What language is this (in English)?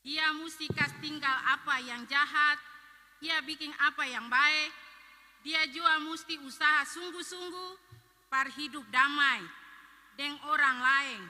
Ambonese Malay